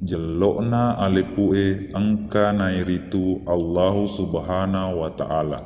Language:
Buginese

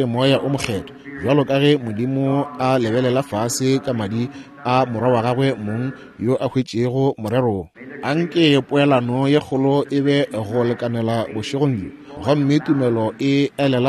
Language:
Northern Sotho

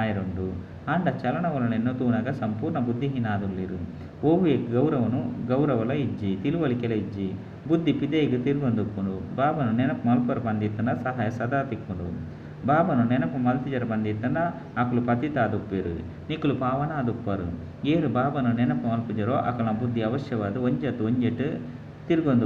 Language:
Tulu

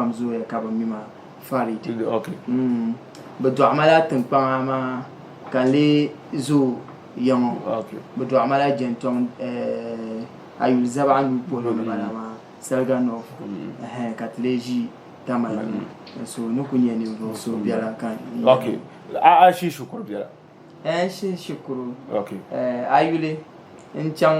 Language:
Dagbani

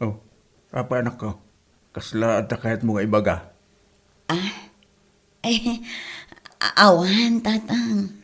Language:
Iloko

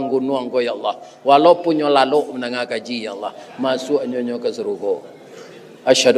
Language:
Minangkabau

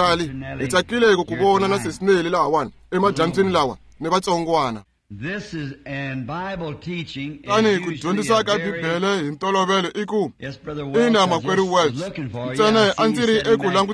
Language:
Tsonga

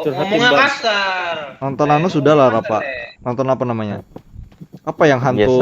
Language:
Banjar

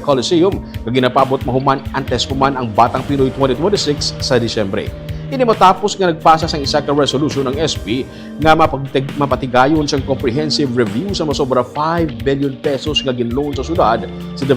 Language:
Hiligaynon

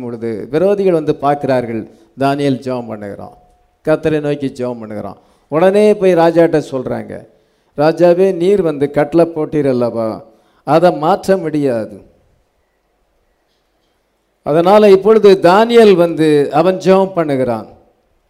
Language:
Tamil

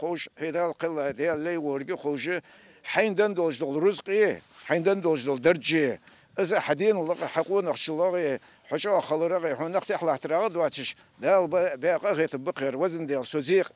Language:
Ingush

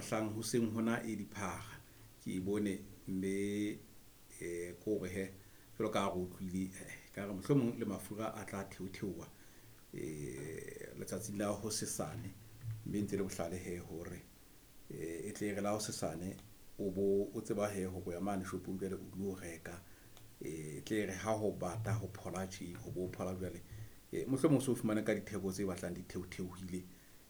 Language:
Southern Sotho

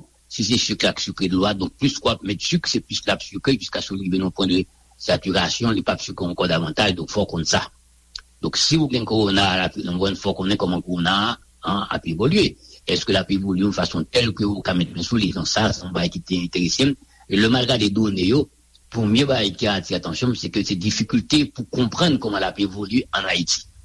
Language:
Haitian Creole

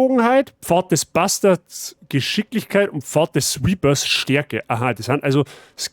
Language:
Bavarian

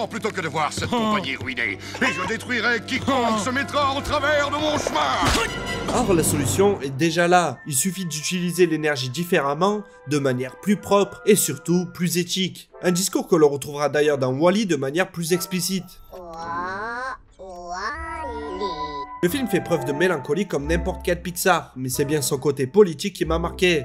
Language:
French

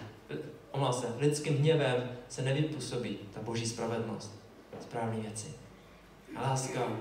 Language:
Czech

